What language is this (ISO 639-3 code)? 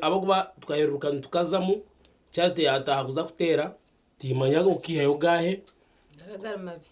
nyn